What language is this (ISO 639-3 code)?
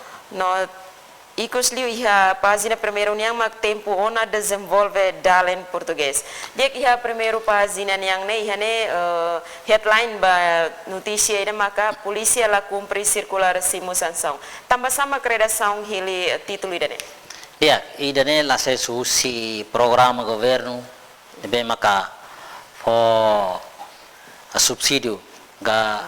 tet